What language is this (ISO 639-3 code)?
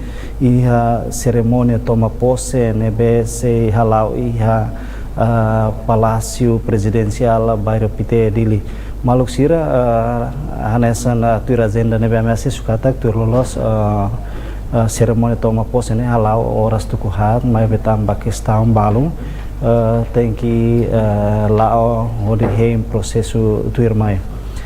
tet